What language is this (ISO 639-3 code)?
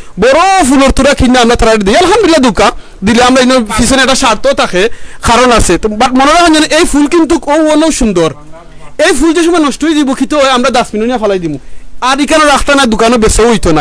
syl